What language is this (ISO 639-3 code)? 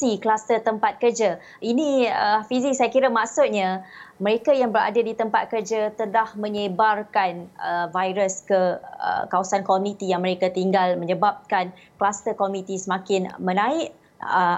msa